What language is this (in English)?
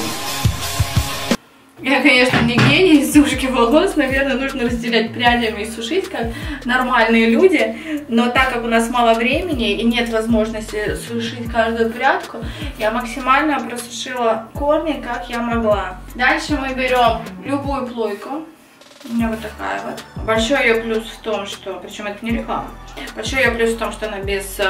Russian